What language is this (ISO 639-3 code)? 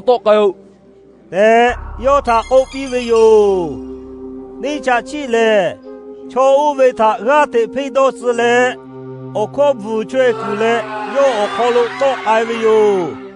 lhu